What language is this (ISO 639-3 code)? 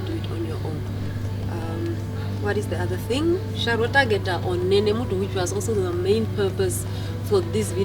her